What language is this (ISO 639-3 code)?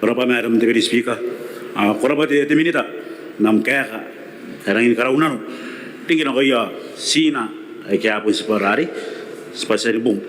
gil